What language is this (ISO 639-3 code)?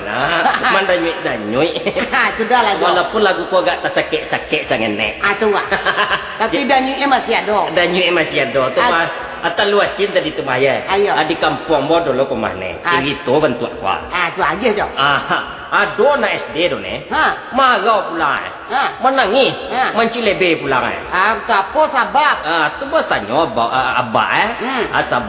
min